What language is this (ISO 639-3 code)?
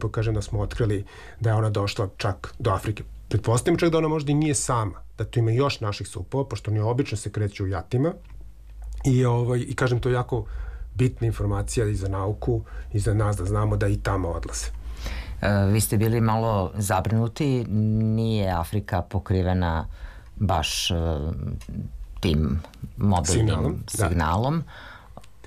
srp